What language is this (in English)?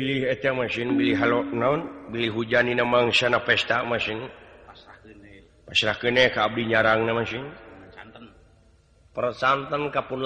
Sundanese